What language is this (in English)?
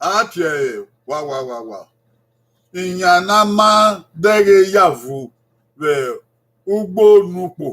Bini